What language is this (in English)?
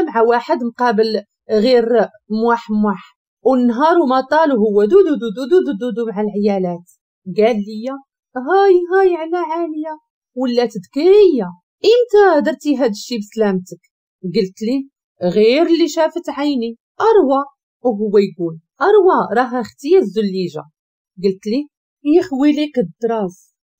Moroccan Arabic